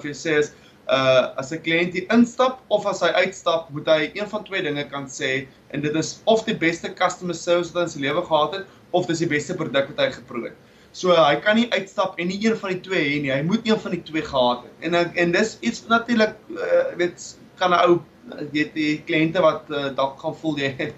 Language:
Afrikaans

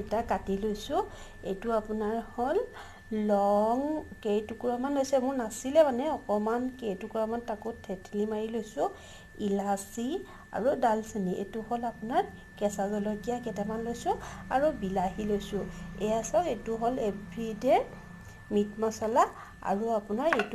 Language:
Assamese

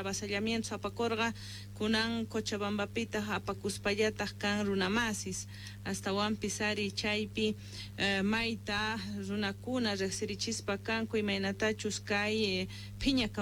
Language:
Quechua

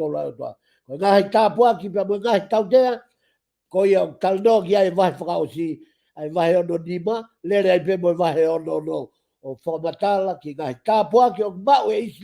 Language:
Tongan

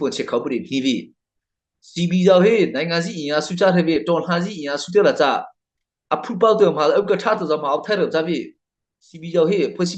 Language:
Mara Chin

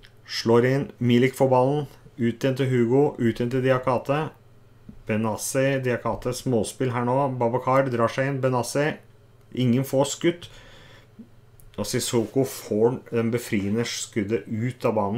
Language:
Norwegian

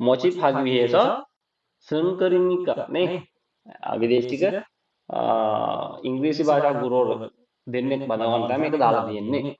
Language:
Sinhala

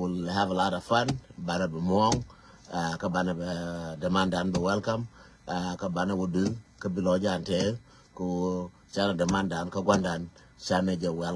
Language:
Nuer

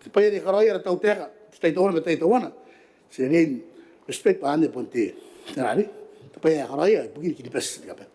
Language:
Gilbertese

